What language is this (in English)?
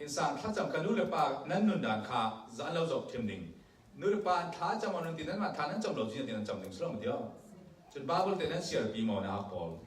Falam Chin